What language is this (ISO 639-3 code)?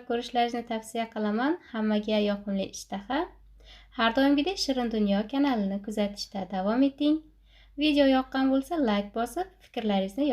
uzb